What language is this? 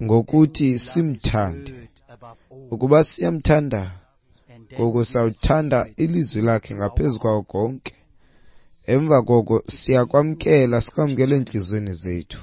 Xhosa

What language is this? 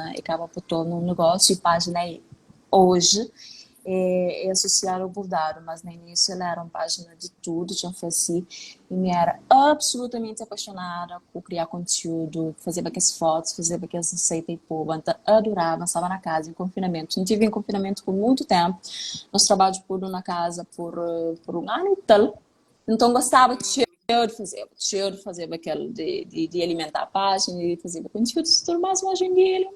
Kabuverdianu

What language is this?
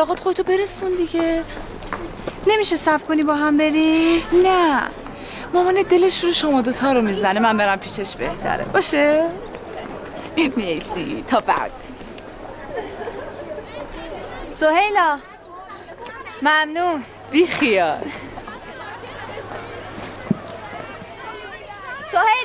Persian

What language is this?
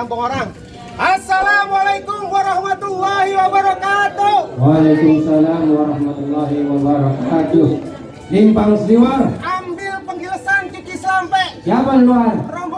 Betawi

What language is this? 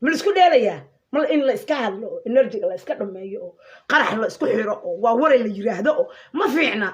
Somali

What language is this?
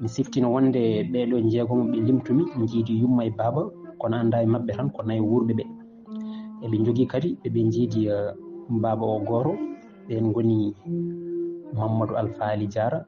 Fula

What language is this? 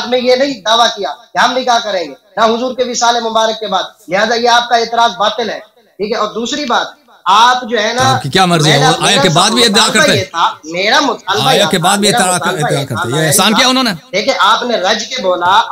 Urdu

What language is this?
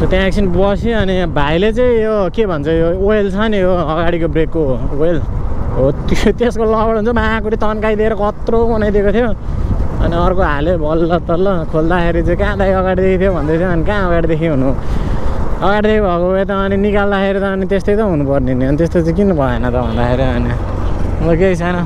Nepali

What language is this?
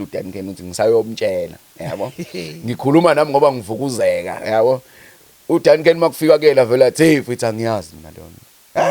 Zulu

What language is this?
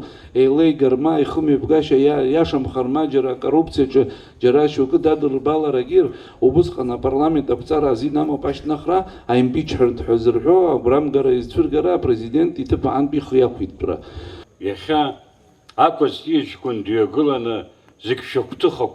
Abkhazian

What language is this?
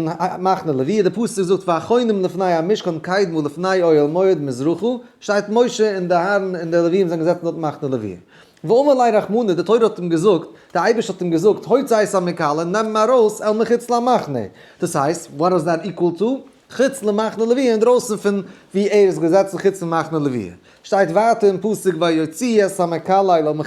Yiddish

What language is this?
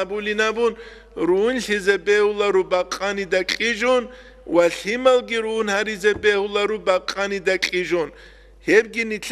Avaric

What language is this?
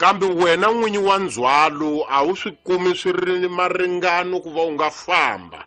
Tsonga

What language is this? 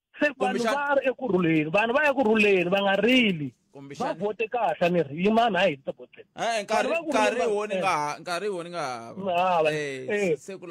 Tsonga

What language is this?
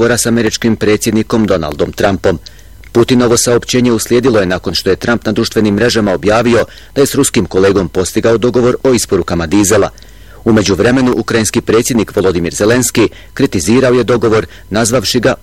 Bosnian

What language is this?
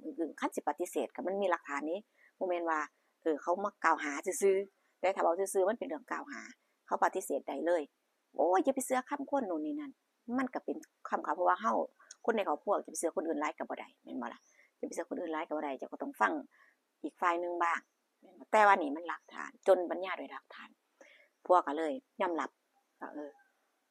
Northeastern Thai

